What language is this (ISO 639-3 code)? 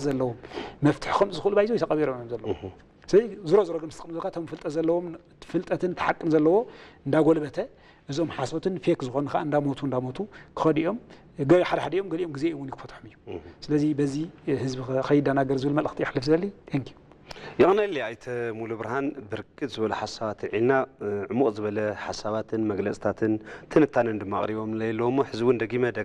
tir